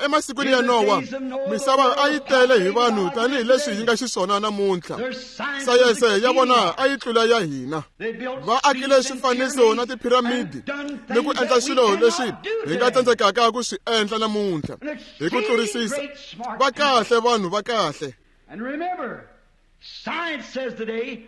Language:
Tsonga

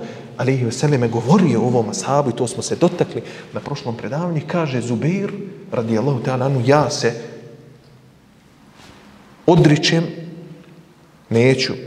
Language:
Bosnian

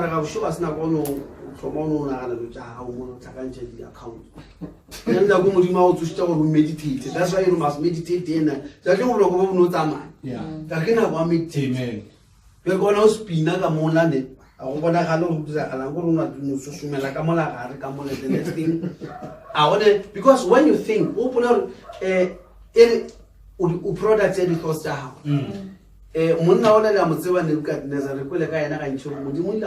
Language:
Northern Sotho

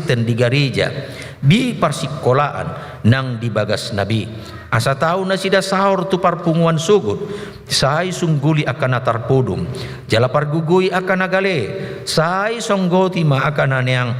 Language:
Batak Toba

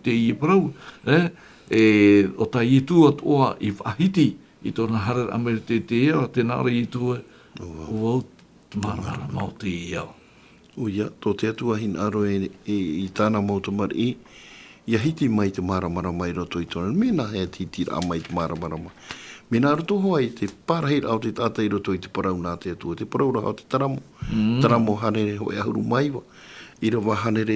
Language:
Tahitian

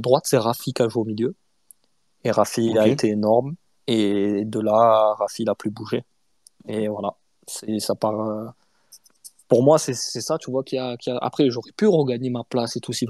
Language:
French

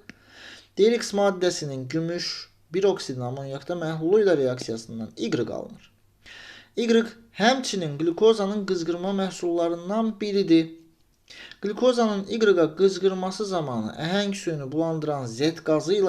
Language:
Azerbaijani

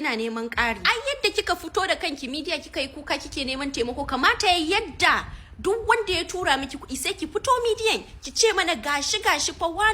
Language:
Hausa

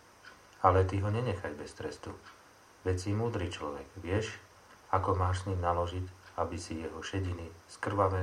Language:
Slovak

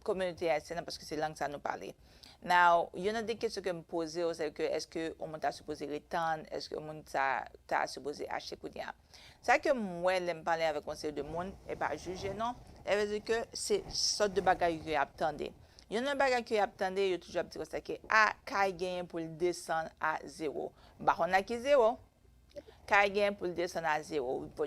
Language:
Haitian Creole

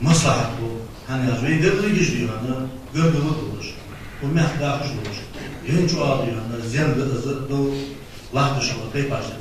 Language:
Ingush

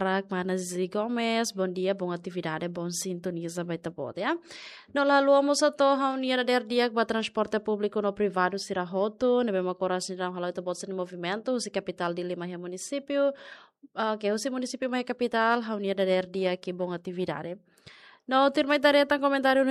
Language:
Tetum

